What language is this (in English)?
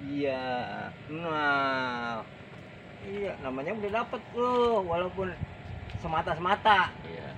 Betawi